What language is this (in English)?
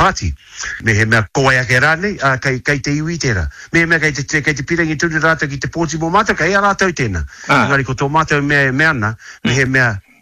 Māori